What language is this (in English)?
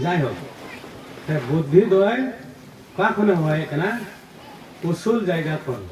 Santali